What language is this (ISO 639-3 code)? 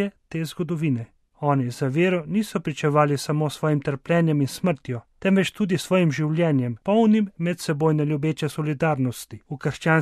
slv